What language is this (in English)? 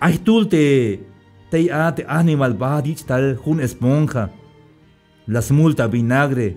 Tzeltal